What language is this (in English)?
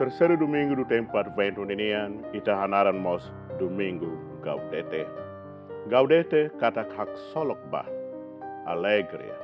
Tetum